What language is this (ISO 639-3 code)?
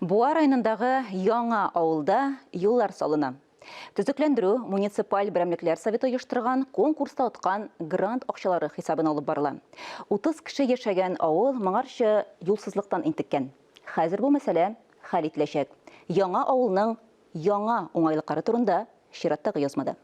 tat